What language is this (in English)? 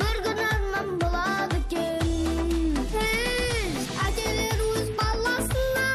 Kara-Kalpak